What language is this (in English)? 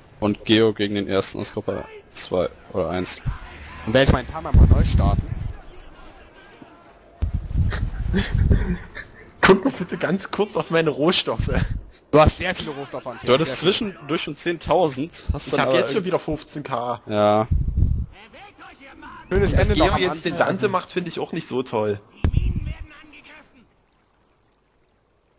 German